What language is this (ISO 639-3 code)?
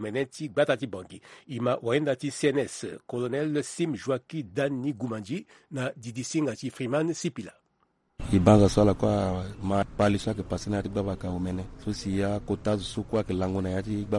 sag